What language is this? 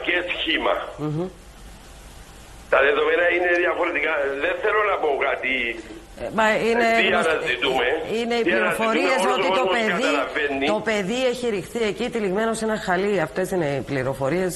Greek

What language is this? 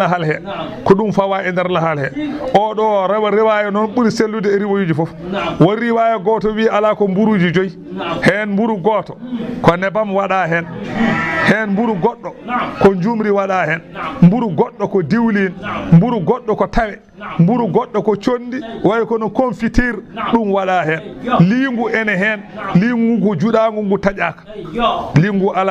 Fula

